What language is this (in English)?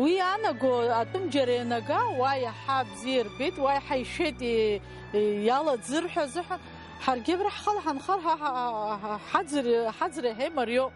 Abkhazian